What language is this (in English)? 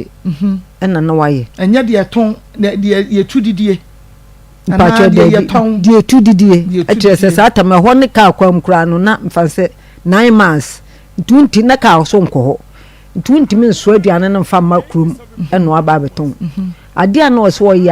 Akan